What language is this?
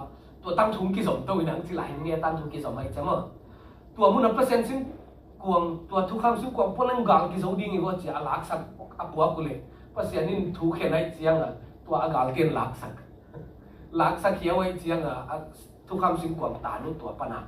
Tedim Chin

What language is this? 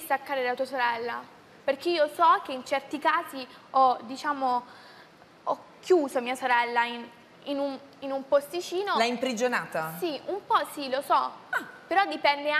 Italian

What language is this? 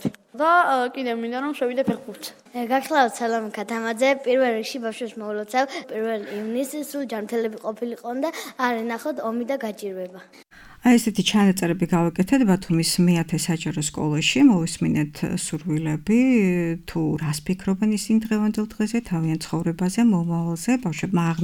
Georgian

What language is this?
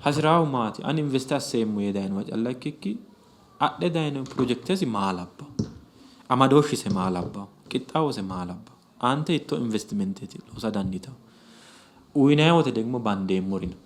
Sidamo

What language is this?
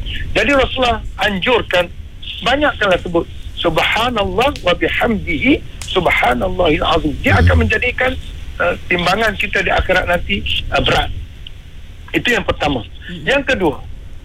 Malay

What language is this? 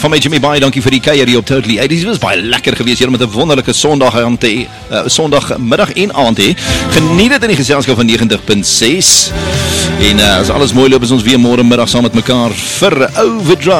Afrikaans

